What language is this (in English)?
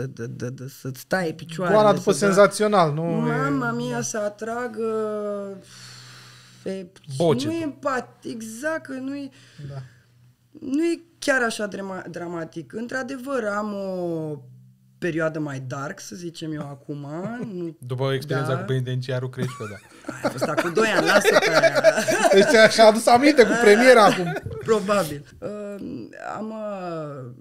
Romanian